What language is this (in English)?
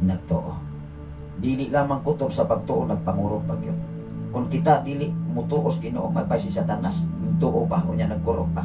Cebuano